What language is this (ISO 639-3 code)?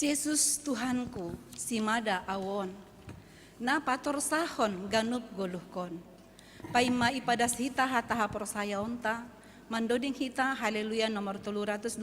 bts